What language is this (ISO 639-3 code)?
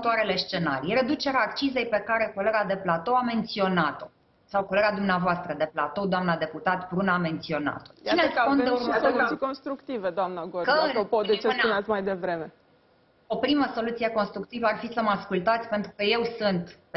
ron